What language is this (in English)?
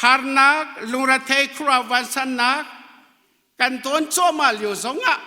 Hakha Chin